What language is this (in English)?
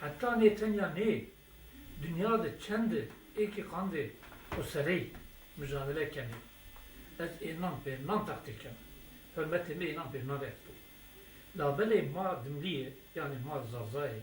Zaza